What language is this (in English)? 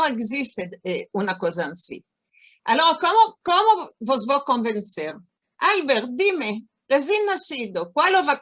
Ladino